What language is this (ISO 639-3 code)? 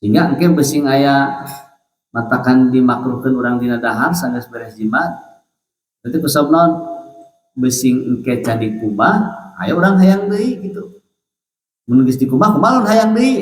sun